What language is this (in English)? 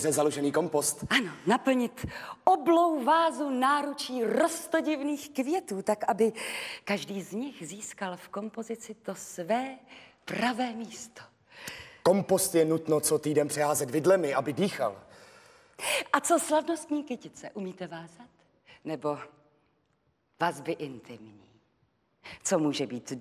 Czech